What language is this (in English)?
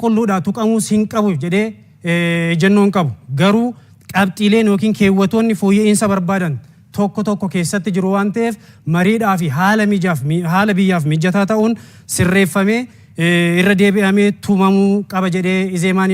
Oromo